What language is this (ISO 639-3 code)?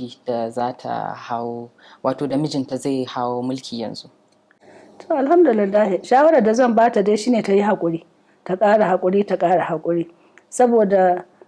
hau